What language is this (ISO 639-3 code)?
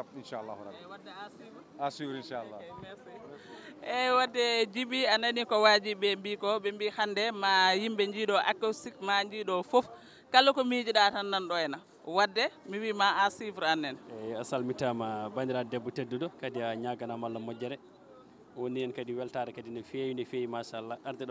ful